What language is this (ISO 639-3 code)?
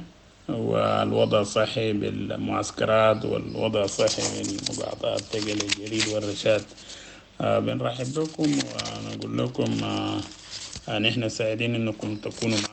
apd